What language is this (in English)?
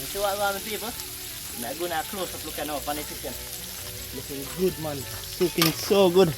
Jamaican Creole English